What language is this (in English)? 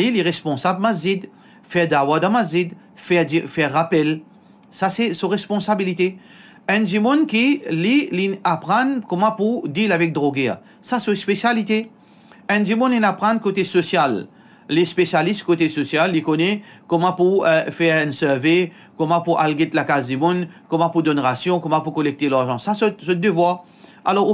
Morisyen